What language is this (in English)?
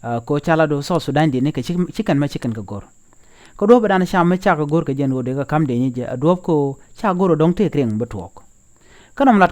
Nuer